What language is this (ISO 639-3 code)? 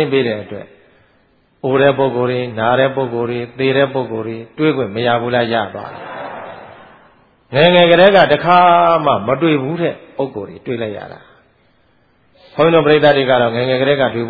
mya